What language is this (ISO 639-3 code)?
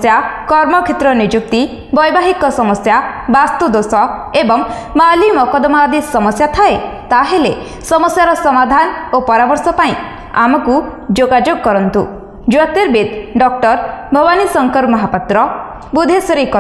ori